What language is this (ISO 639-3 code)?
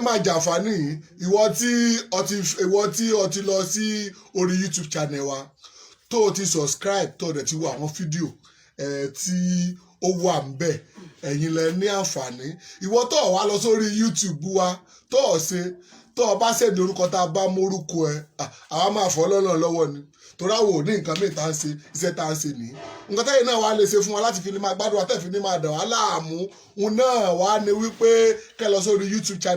yor